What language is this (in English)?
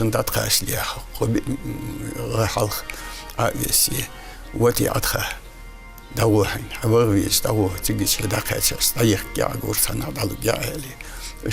Ingush